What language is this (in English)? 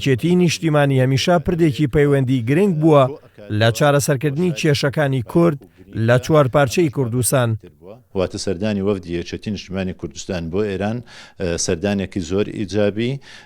Central Kurdish